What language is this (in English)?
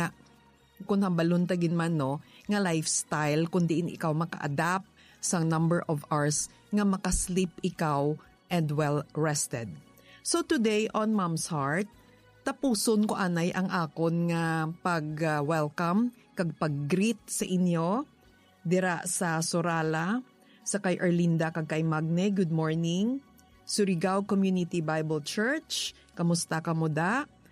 Hiligaynon